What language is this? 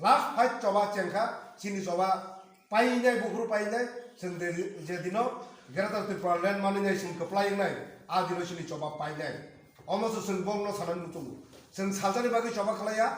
Kok Borok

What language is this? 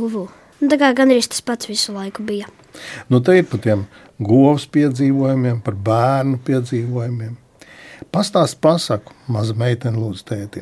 Latvian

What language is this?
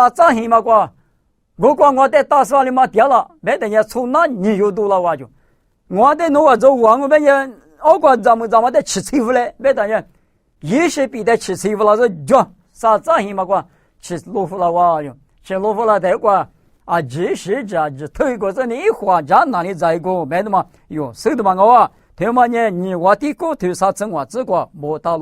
Lisu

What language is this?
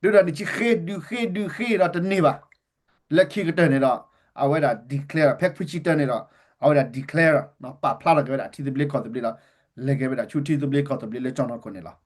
S'gaw Karen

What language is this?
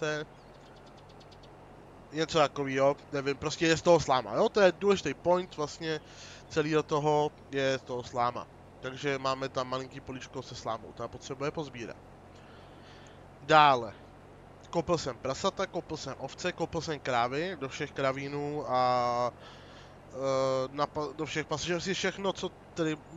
Czech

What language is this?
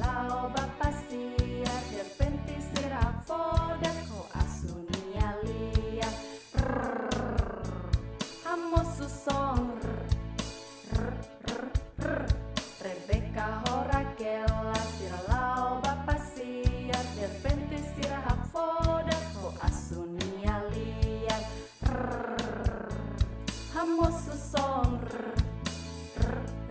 Tetum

